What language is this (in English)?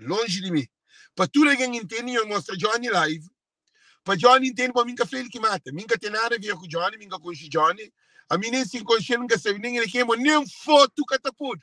Kabuverdianu